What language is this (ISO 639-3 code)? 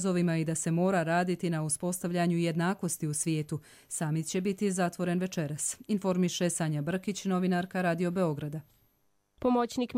bos